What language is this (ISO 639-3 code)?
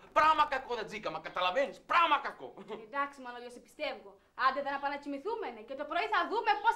ell